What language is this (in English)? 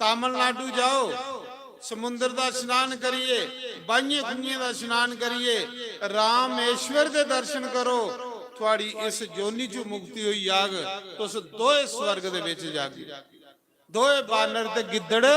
Dogri